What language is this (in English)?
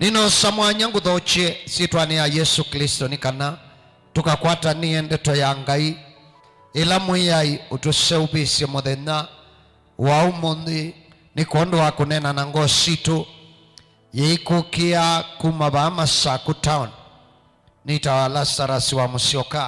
Kamba